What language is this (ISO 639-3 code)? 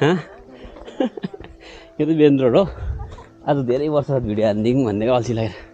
nep